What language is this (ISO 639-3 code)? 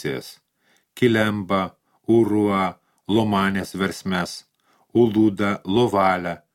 lit